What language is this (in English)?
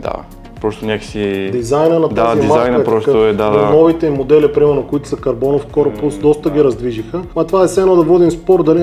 Bulgarian